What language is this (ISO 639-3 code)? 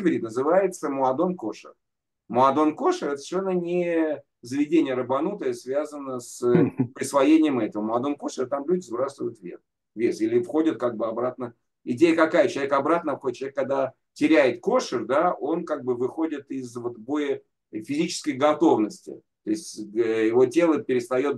rus